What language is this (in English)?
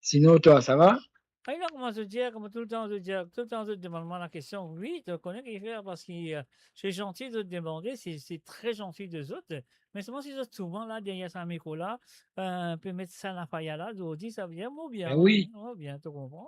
Morisyen